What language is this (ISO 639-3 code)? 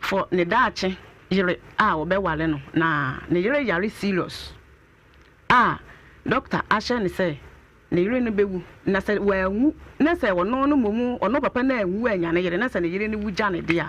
aka